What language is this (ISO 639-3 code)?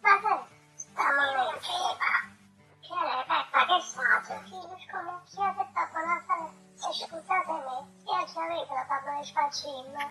nap